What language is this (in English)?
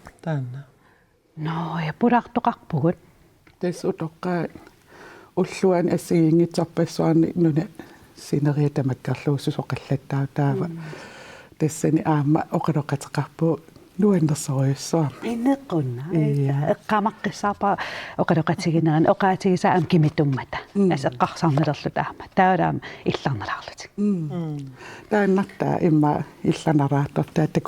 Kalaallisut